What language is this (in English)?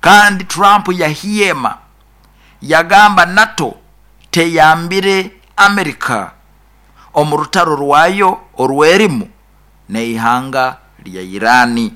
Nyoro